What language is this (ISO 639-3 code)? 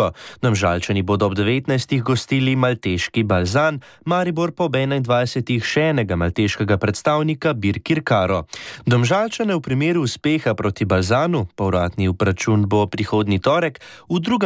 slv